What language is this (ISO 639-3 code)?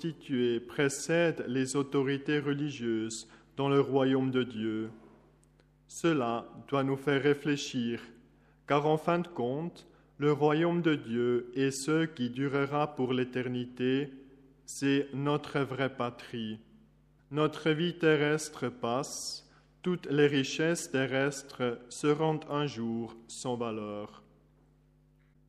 fra